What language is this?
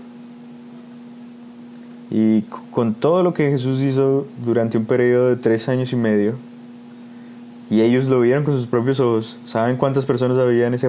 Spanish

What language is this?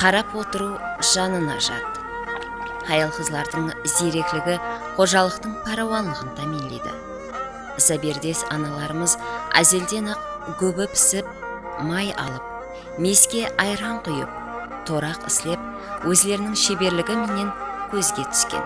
Kara-Kalpak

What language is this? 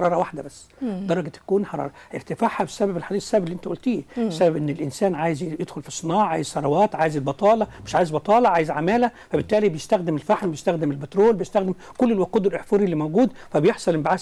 Egyptian Arabic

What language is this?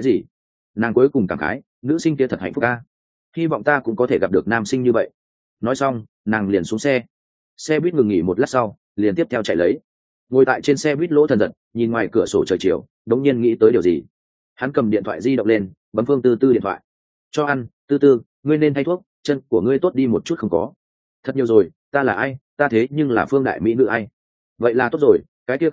Vietnamese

